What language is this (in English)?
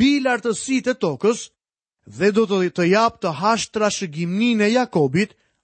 Albanian